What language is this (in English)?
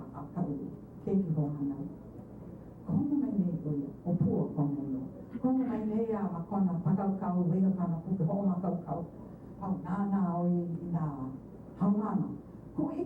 Hawaiian